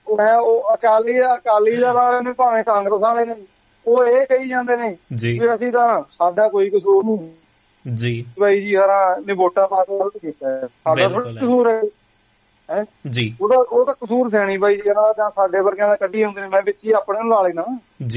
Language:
Punjabi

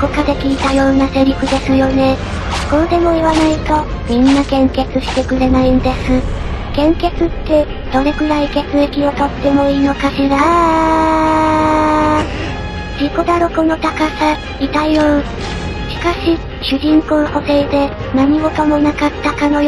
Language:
Japanese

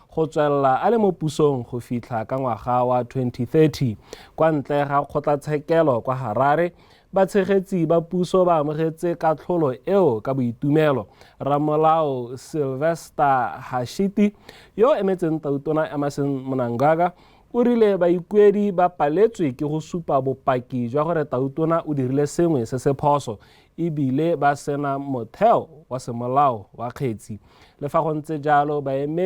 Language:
Tswana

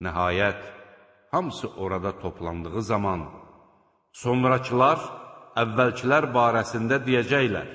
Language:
Azerbaijani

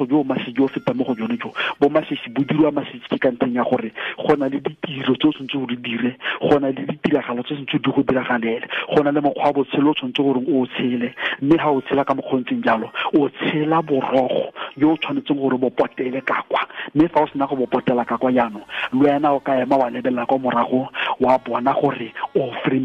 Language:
Tswana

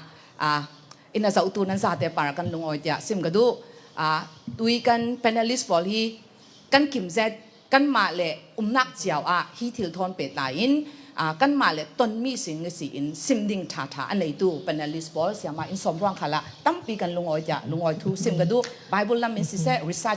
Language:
Falam Chin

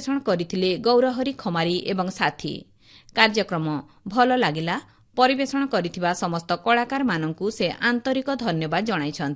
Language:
Odia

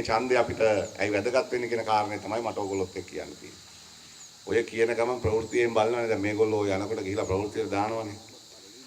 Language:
Sinhala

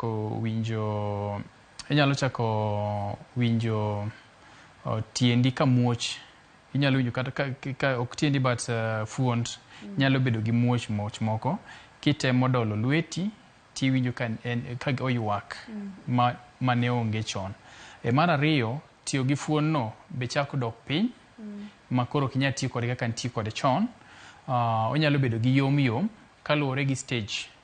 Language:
Luo (Kenya and Tanzania)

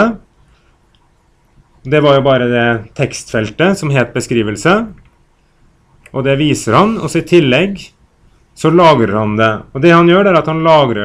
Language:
Norwegian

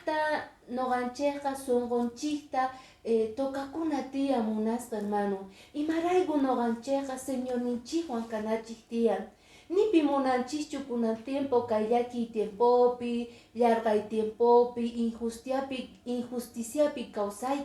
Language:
Quechua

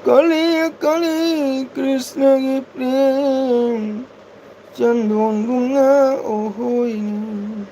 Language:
Manipuri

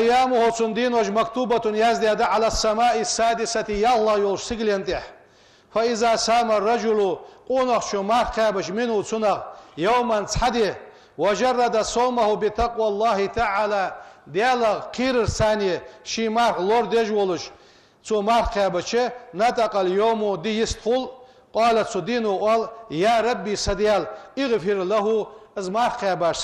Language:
Ingush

